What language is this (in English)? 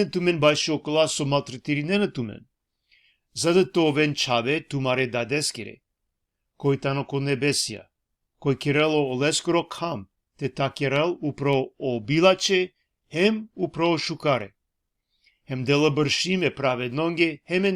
Balkan Romani